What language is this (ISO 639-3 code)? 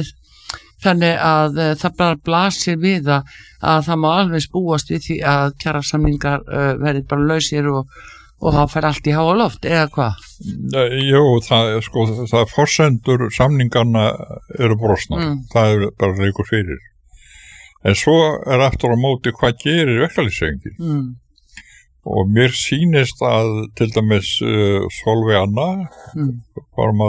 isl